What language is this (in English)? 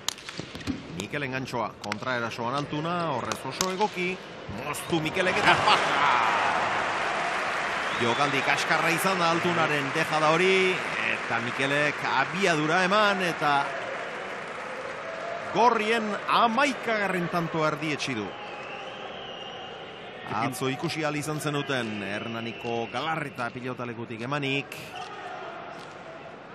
Basque